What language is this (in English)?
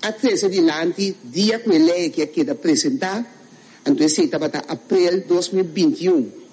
Papiamento